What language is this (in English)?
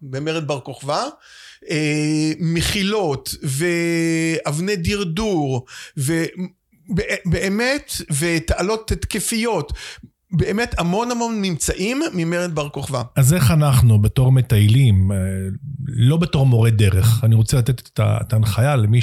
Hebrew